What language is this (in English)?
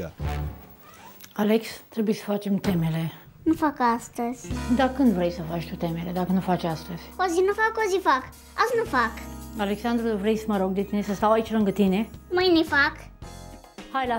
Romanian